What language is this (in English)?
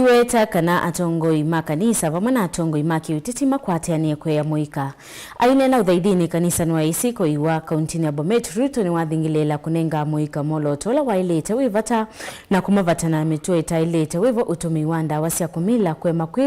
Kamba